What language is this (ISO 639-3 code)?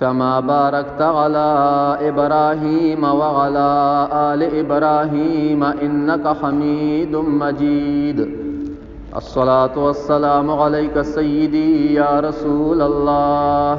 pus